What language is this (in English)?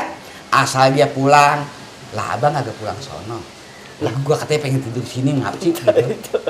Betawi